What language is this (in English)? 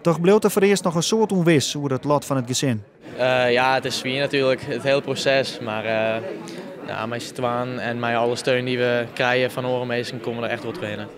Western Frisian